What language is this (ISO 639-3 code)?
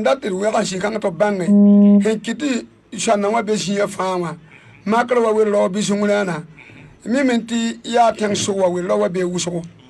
mos